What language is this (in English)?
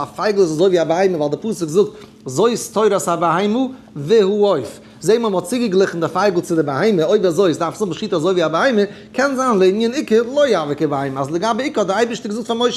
Yiddish